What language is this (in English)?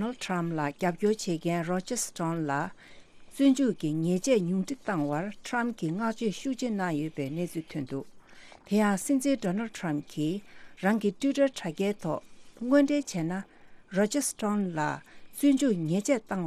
Tibetan